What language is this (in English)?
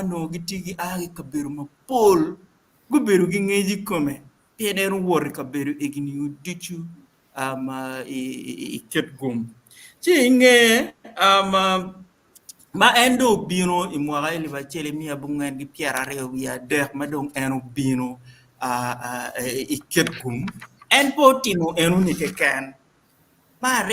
Acoli